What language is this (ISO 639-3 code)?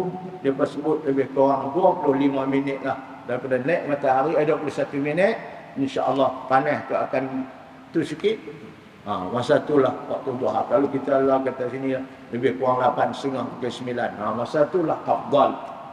msa